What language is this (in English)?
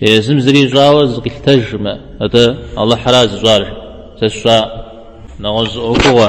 Kabardian